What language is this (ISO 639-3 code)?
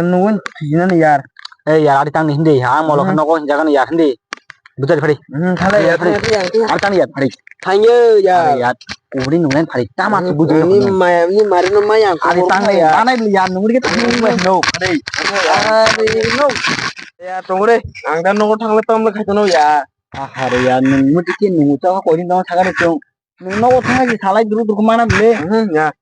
trp